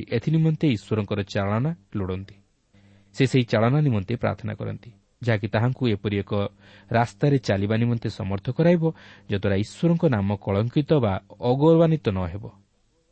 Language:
Odia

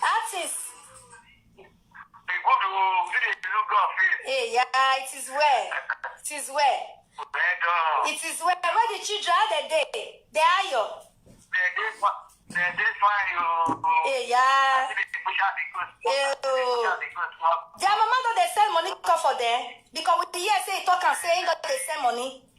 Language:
Nigerian Pidgin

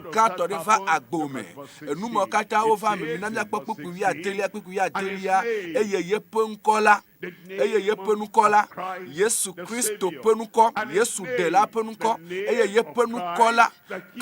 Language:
Ewe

